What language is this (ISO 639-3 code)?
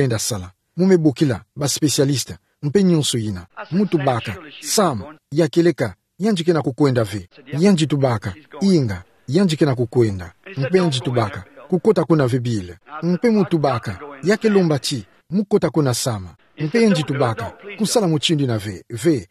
ktu